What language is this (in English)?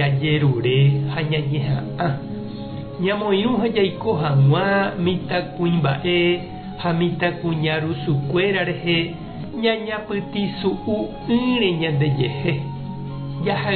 Guarani